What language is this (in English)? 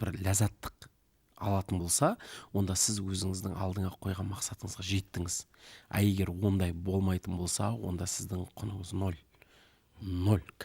Kazakh